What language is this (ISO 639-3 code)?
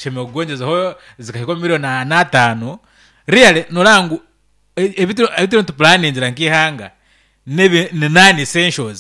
nyn